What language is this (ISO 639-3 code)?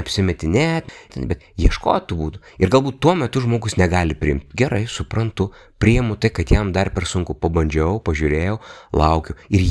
lit